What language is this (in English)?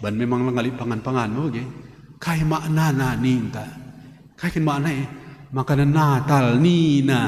Batak Karo